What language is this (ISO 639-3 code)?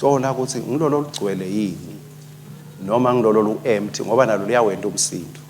ssw